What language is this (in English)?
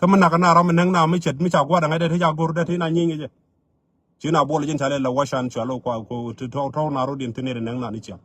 Nuer